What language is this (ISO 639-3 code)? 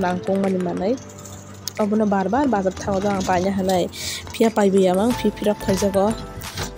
trp